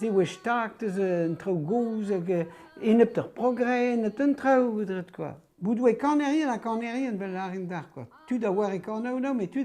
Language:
Breton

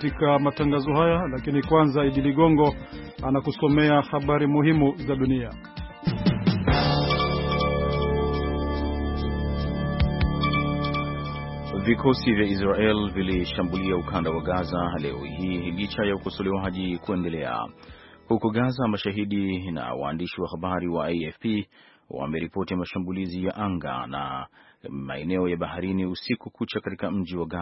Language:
Swahili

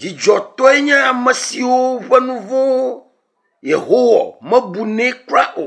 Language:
Ewe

